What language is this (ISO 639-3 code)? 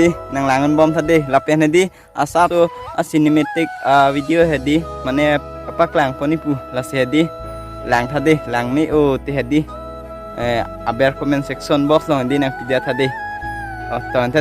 mjw